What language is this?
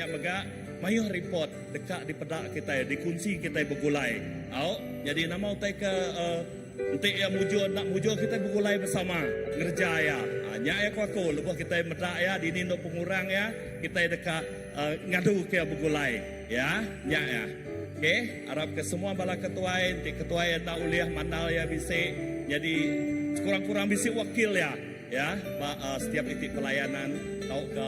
Iban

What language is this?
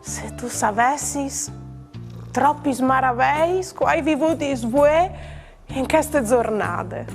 Friulian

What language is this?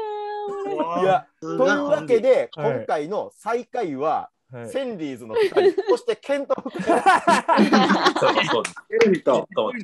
Japanese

